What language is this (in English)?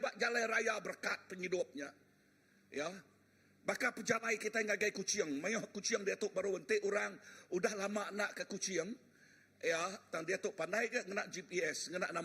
Iban